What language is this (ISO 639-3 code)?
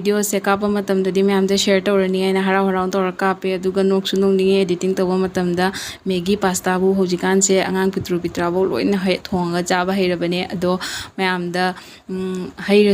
mni